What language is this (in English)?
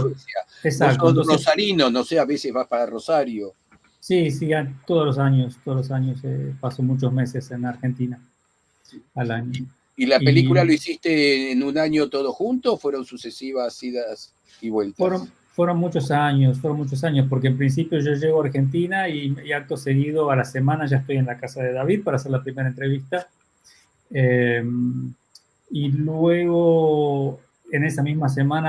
Ladino